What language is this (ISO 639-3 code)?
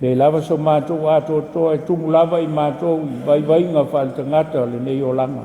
smo